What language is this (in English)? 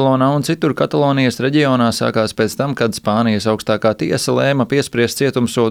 Latvian